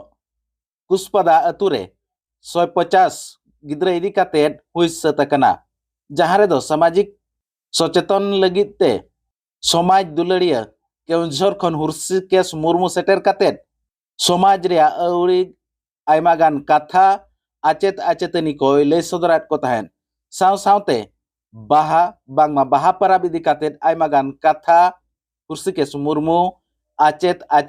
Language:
Santali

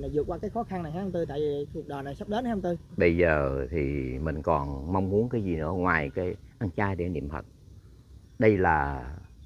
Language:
Vietnamese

